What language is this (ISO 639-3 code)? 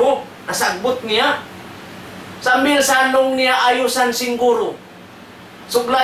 tsg